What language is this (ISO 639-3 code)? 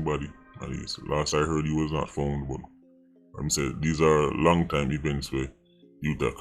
jam